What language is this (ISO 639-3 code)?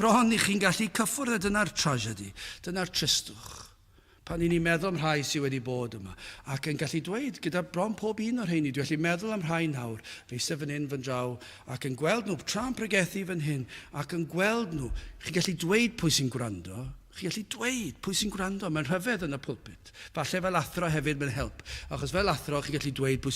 cym